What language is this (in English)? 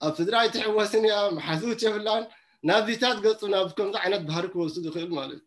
Tigrinya